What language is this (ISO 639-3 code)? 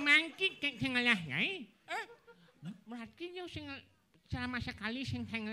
ban